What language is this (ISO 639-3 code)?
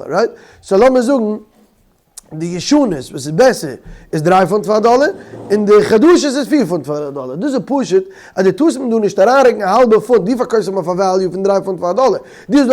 yid